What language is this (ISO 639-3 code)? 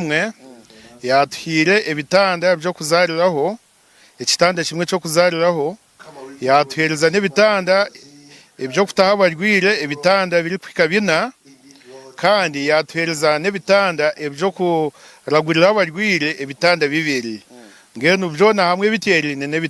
nyn